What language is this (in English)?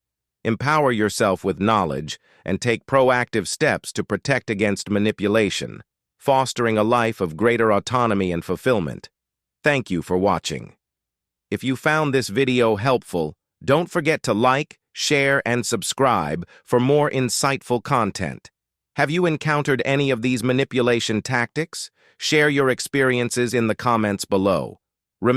English